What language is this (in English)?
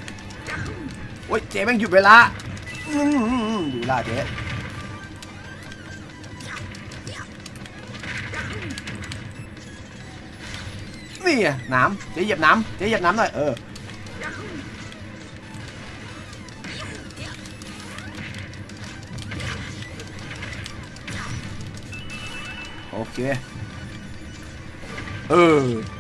Thai